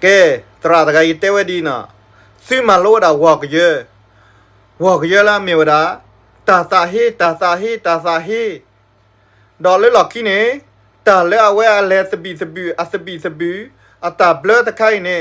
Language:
S'gaw Karen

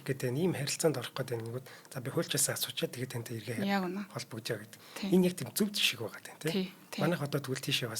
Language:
Mongolian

